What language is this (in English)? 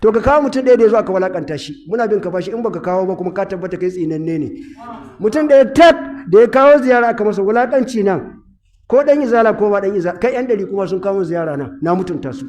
Hausa